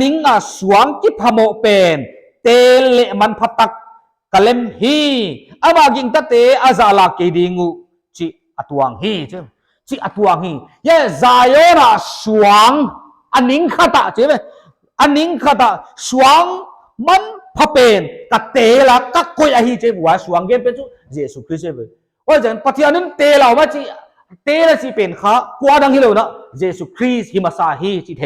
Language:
Paite Chin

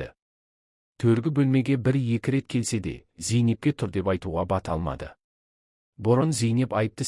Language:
Kazakh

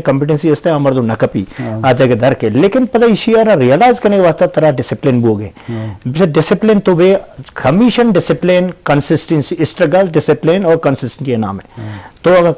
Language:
Eastern Balochi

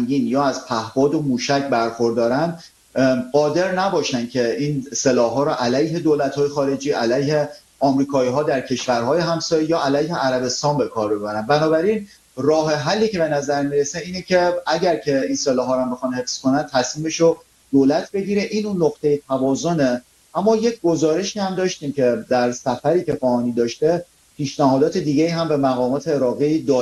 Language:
Persian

